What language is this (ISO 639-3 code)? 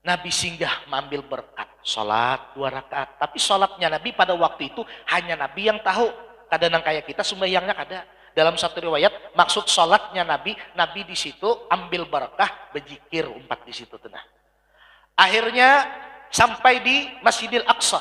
bjn